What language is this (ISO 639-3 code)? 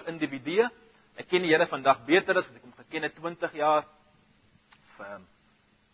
afr